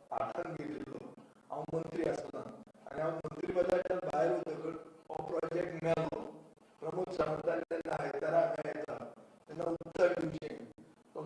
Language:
Konkani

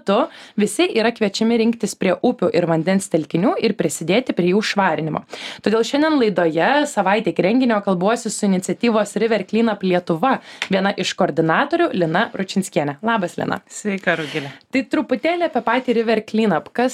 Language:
Lithuanian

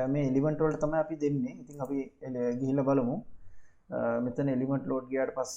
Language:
Sinhala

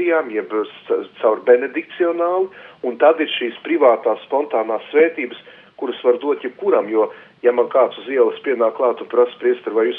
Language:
Latvian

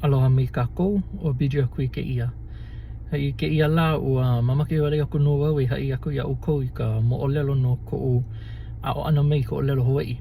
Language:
Hawaiian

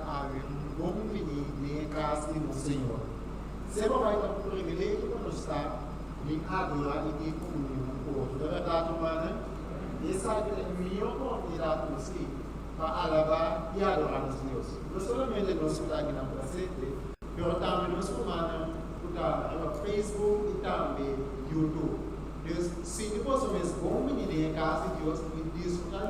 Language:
Papiamento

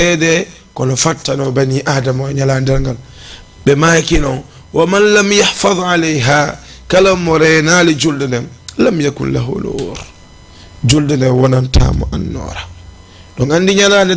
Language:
Fula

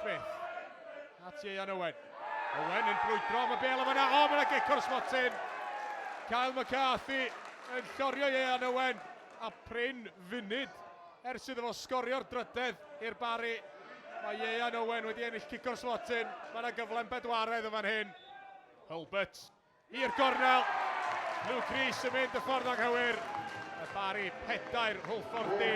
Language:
Welsh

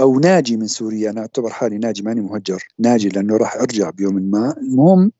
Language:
North Levantine Arabic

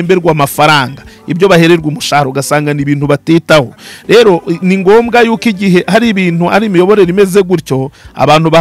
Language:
Kinyarwanda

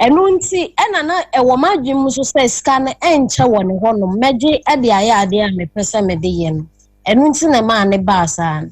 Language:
Akan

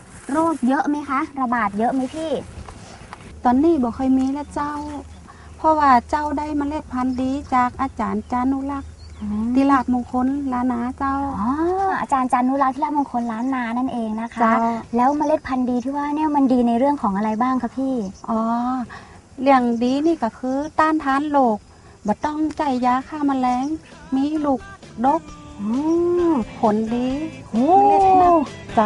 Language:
Thai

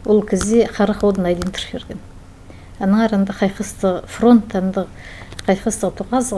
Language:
Khakas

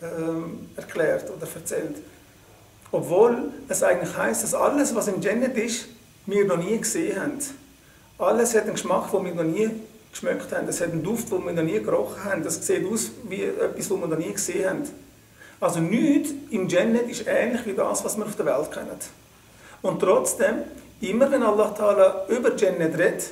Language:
Swiss German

